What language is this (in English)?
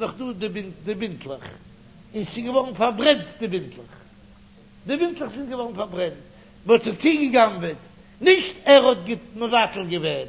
Yiddish